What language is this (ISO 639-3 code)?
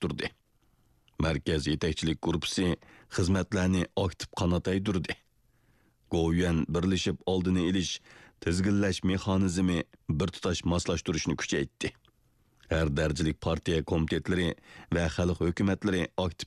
uig